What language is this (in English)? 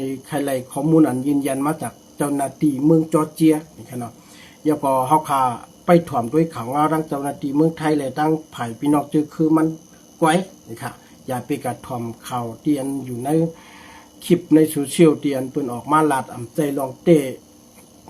Shan